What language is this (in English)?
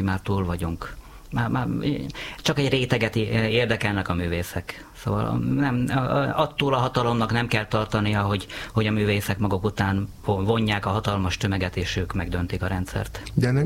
Hungarian